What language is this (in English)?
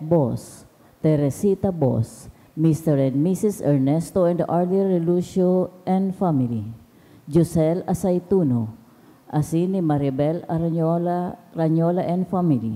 Bikol